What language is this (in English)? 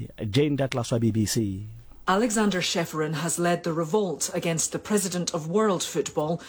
Southern Sotho